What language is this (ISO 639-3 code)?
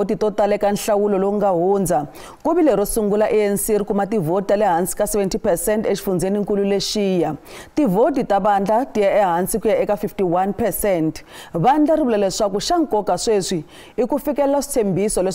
tso